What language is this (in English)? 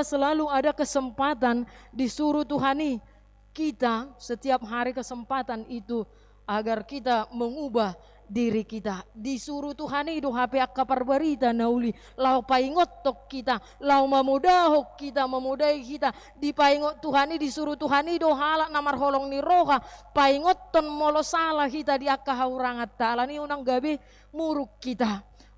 Batak Toba